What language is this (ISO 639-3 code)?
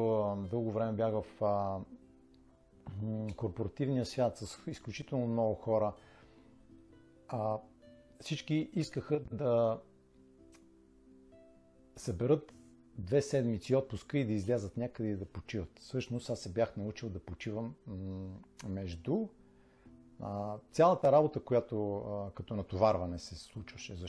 bul